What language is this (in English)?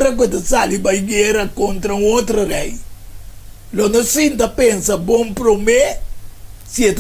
Papiamento